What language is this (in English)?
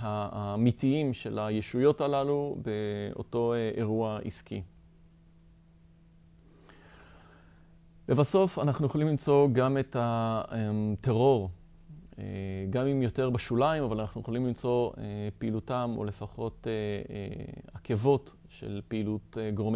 Hebrew